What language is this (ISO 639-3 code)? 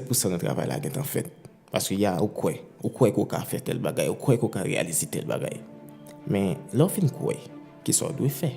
hat